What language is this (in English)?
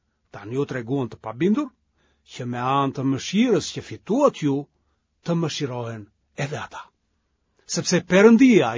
Albanian